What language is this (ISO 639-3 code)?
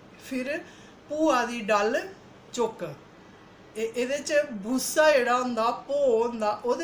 doi